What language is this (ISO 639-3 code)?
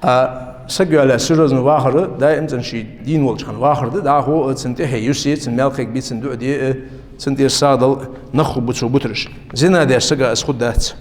inh